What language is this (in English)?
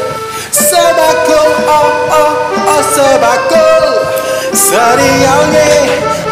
Betawi